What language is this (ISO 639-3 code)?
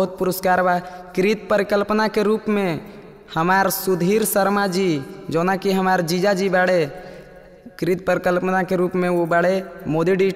bho